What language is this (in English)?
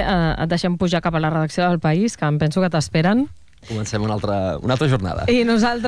Catalan